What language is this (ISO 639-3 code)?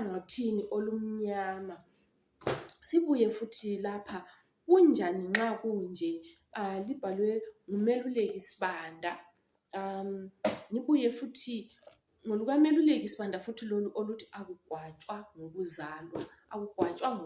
nde